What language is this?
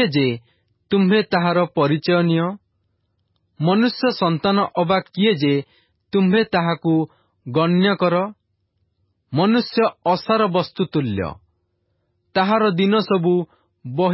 Odia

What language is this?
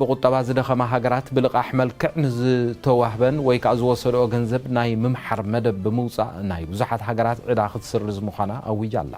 Tigrinya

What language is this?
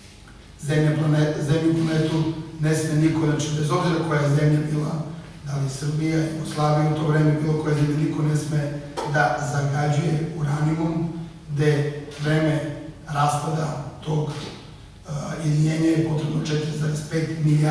Serbian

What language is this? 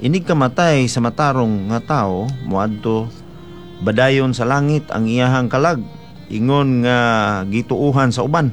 Cebuano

